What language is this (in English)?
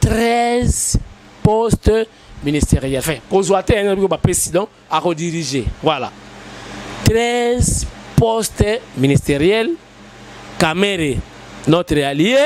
Lingala